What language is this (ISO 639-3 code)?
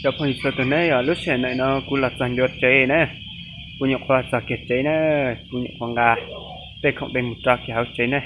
hmn